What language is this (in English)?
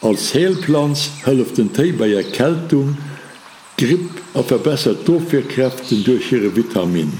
Luxembourgish